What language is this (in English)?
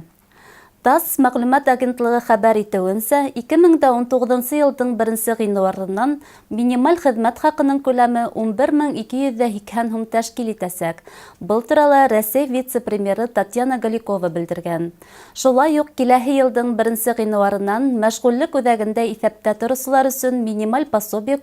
Bashkir